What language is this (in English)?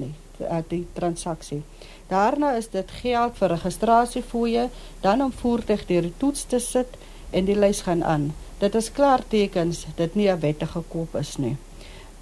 Afrikaans